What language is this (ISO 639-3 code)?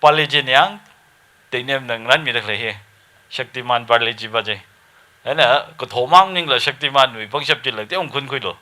nmf